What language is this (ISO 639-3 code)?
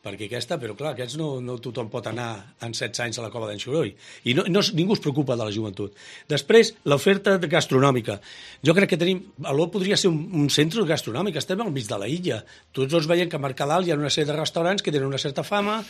cat